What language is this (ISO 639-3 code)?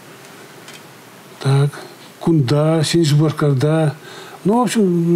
chv